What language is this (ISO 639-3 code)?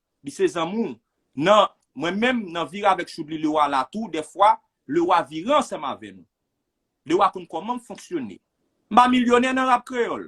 hat